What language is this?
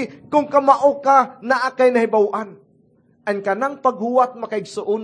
Cebuano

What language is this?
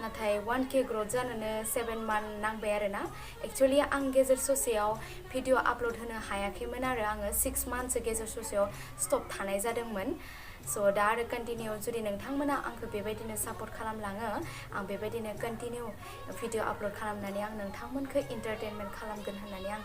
Bodo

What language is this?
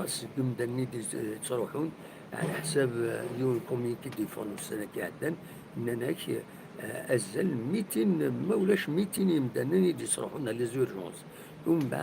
Kabyle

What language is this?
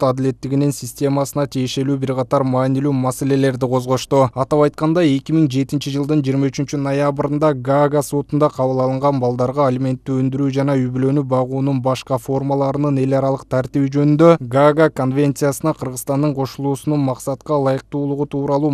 Kyrgyz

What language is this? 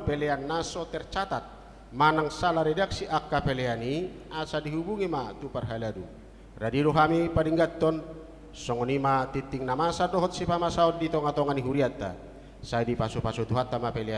Batak Toba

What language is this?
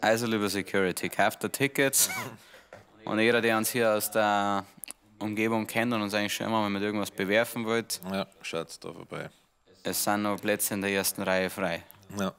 Bavarian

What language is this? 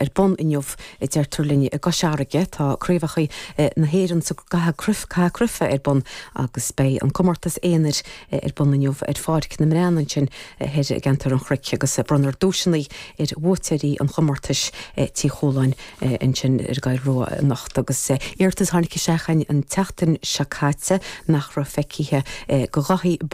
Irish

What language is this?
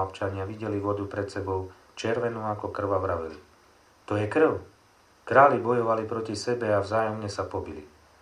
Slovak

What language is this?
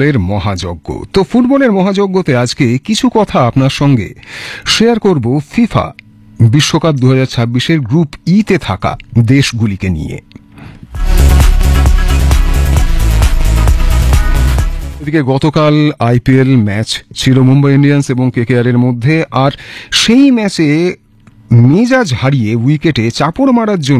Bangla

